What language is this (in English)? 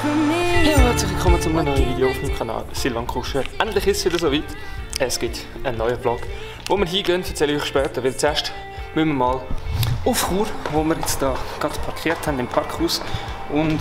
Swiss German